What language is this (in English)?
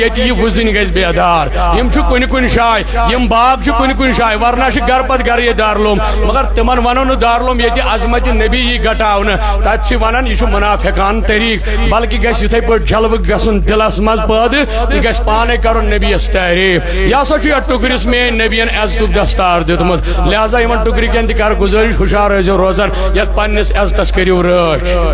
Kashmiri